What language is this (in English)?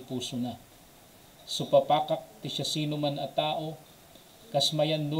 Iloko